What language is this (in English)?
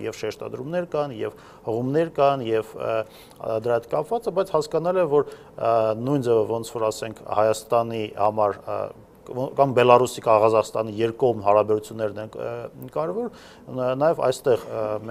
Armenian